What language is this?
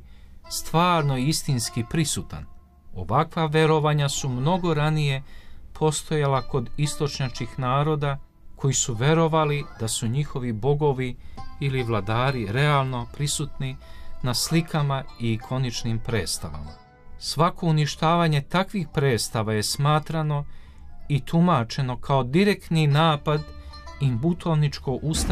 Serbian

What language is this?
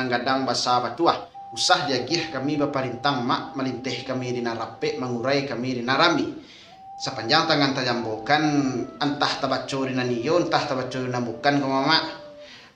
Minangkabau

